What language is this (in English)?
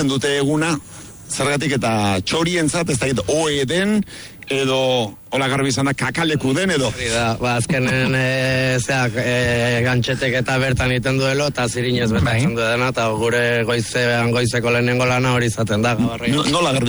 Basque